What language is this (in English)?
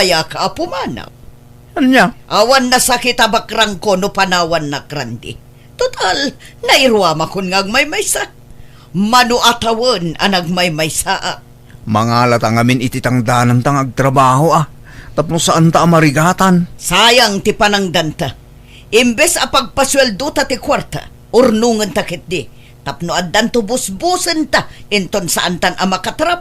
Iloko